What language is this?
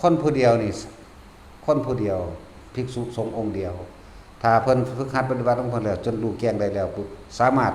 Northeastern Thai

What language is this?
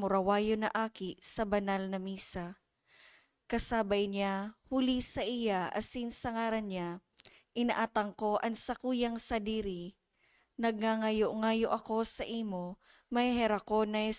Bikol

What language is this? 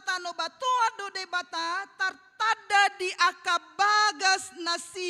Batak Toba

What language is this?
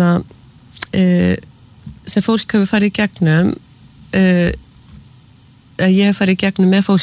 Icelandic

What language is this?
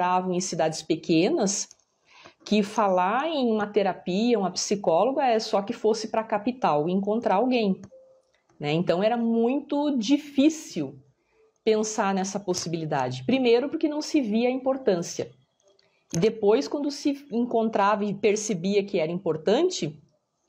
Portuguese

